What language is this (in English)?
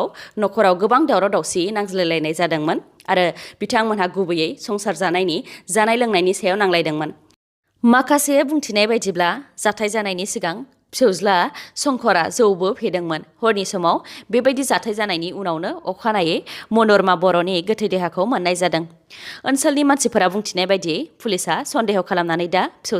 Bodo